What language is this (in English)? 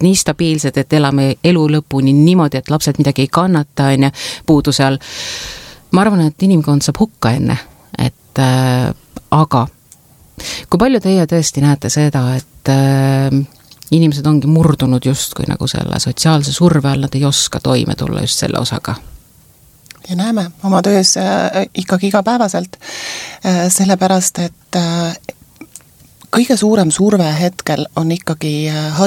Estonian